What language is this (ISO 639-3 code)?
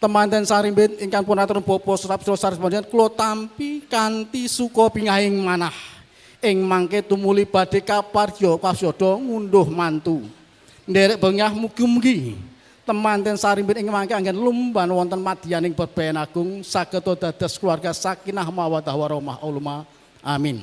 jav